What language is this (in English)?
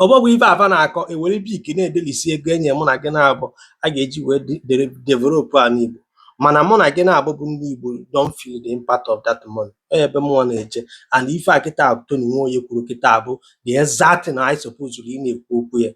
Igbo